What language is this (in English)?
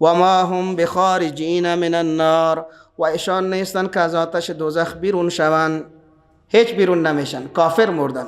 Persian